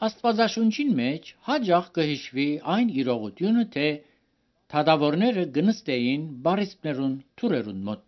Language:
Armenian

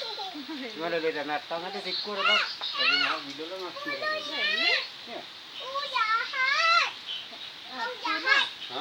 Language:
Minangkabau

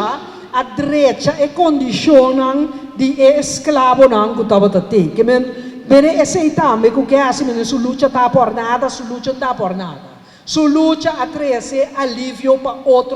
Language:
Papiamento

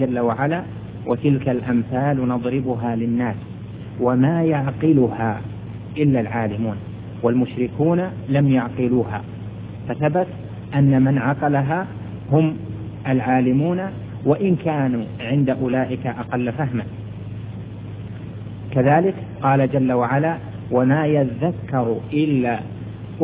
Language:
Arabic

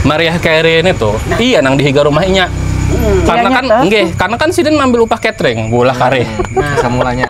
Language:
Banjar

